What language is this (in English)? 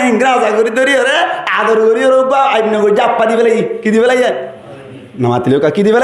Rohingya